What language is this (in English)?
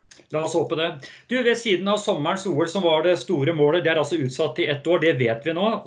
Norwegian